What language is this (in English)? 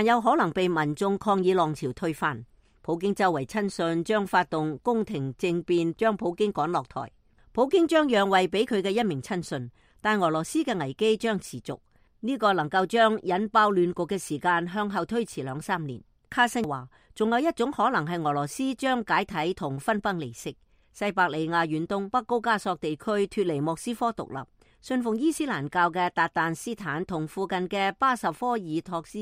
Cantonese